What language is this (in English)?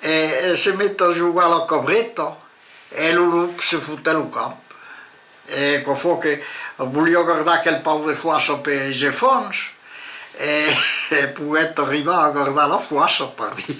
Occitan